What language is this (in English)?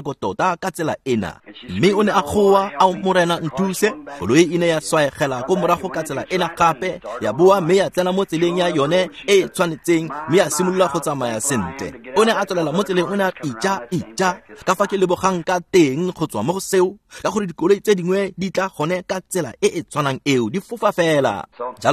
Tswana